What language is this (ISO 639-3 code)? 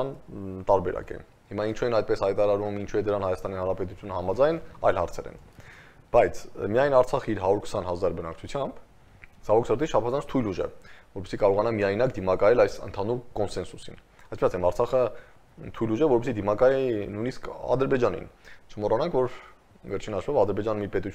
hye